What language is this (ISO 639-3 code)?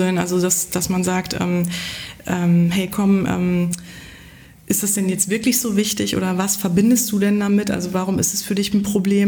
deu